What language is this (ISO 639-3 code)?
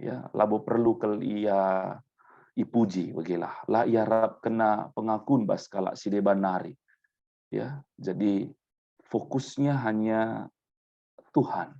btx